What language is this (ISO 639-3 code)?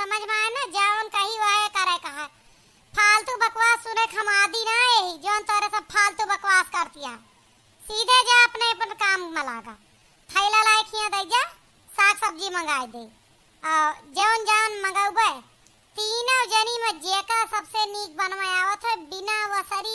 awa